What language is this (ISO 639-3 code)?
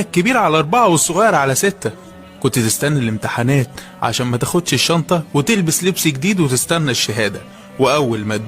arz